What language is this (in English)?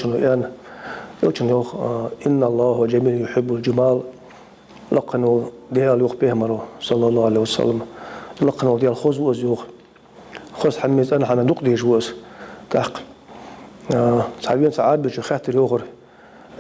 Ingush